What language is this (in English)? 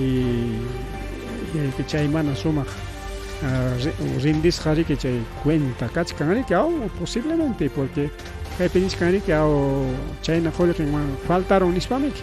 Ayacucho Quechua